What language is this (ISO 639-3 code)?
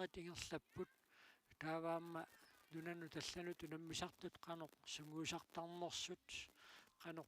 kal